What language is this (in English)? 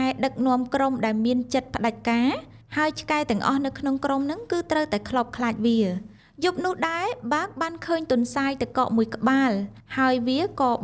Khmer